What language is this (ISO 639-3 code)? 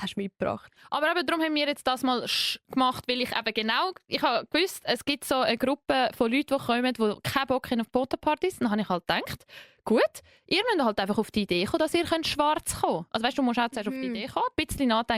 gsw